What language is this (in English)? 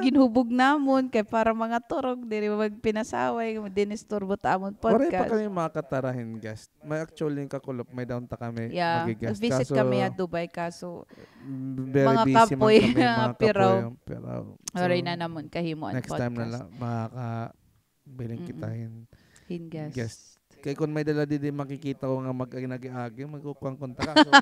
Waray